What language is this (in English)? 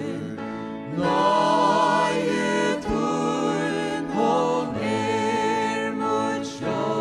Faroese